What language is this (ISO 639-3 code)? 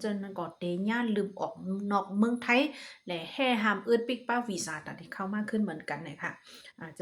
shn